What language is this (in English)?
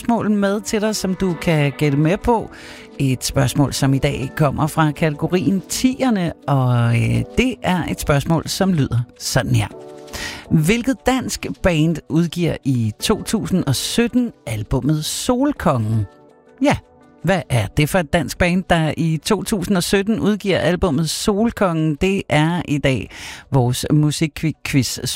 Danish